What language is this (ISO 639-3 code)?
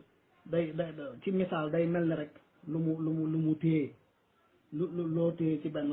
wol